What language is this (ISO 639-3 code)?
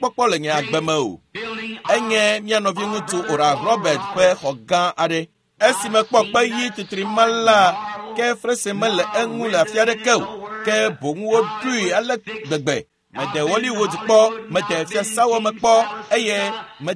ewe